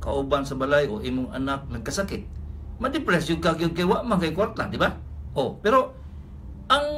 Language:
Cebuano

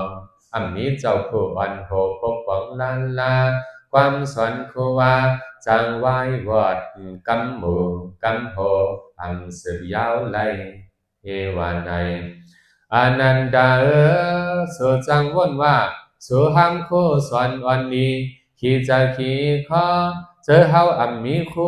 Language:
Shan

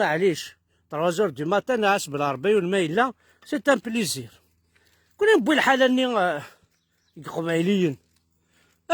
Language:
Kabyle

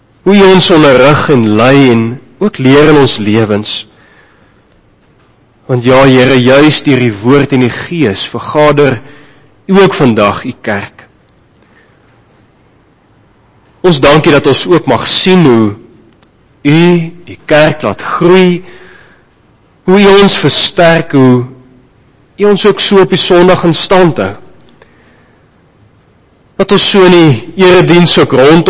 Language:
Afrikaans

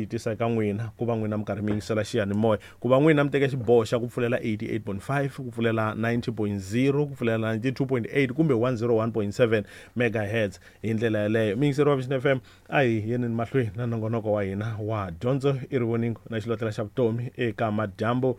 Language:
Tsonga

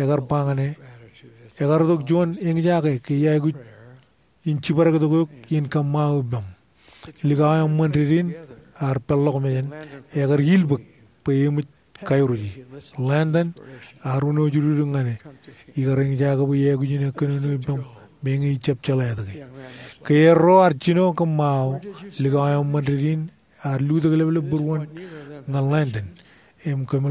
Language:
Marshallese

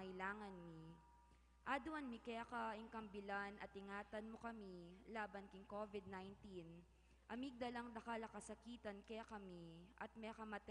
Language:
Pampanga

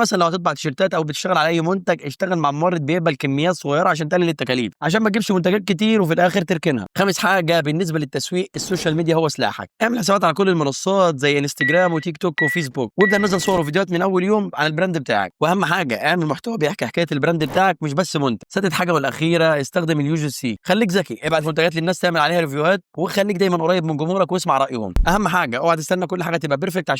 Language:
Egyptian Arabic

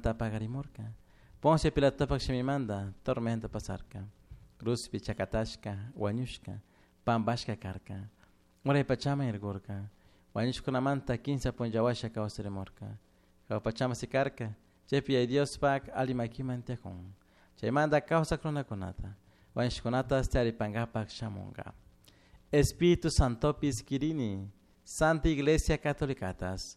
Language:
Chimborazo Highland Quichua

